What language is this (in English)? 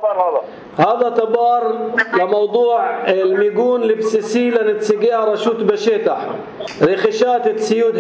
North Levantine Arabic